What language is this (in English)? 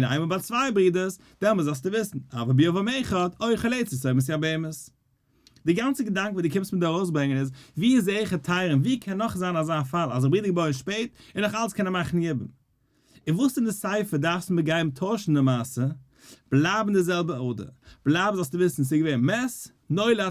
Yiddish